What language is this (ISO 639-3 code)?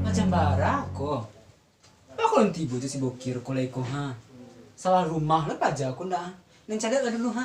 min